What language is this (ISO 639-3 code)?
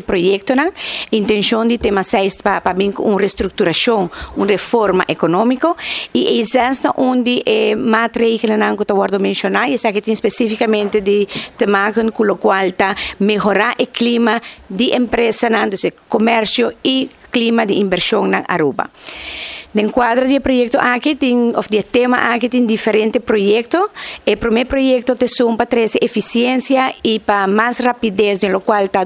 pap